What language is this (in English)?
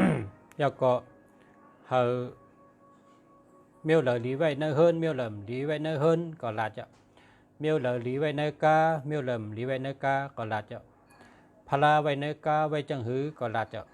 Shan